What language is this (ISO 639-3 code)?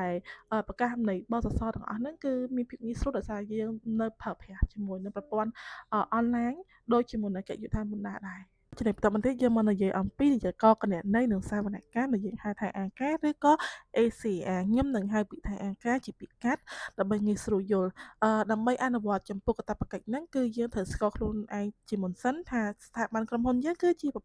khm